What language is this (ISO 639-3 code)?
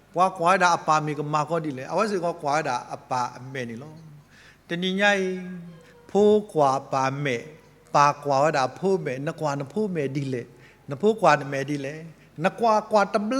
ksw